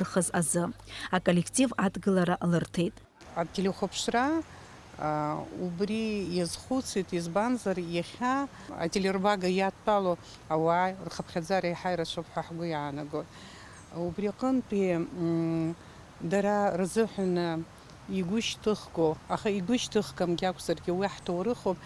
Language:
Abkhazian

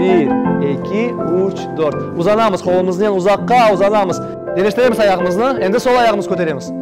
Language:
Crimean Tatar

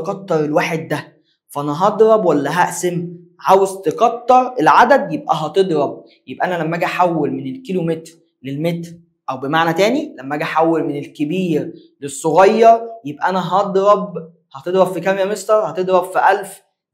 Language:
Egyptian Arabic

